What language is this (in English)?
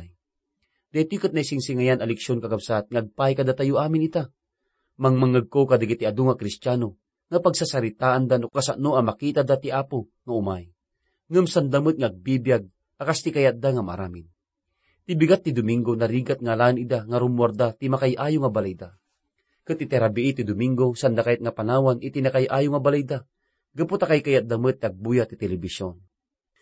Iloko